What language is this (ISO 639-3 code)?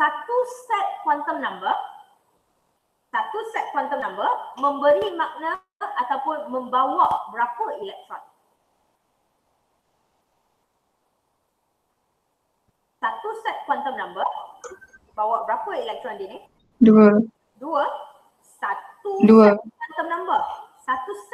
msa